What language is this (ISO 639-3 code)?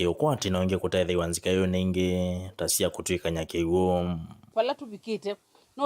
kam